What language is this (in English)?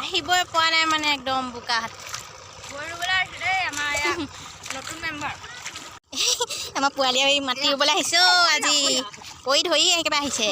Assamese